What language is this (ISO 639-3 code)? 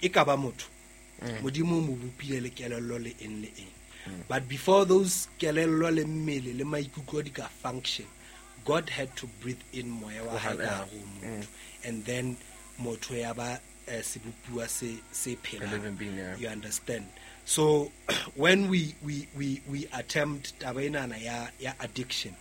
sot